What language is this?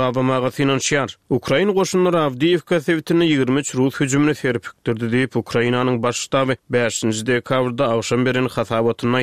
Turkmen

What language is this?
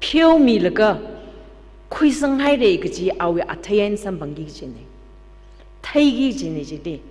Tangkhul Naga (India)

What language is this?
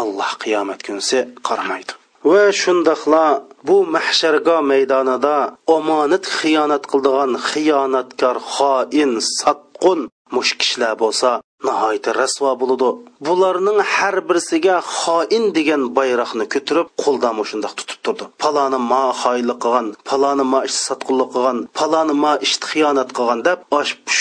Uyghur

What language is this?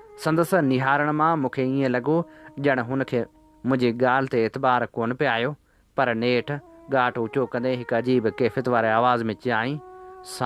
Sindhi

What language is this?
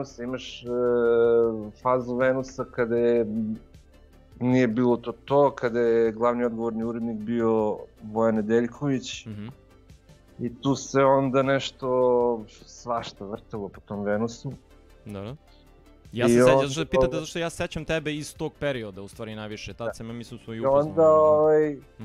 Serbian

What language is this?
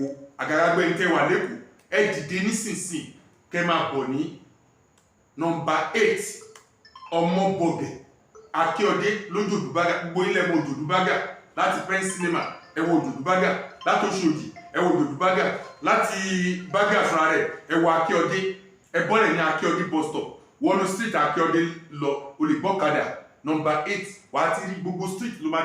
Yoruba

